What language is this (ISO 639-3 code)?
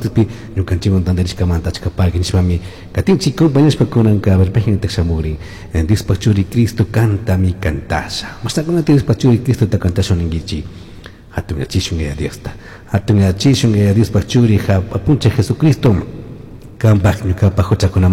qug